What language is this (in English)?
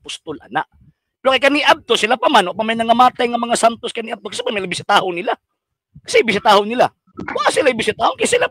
Cebuano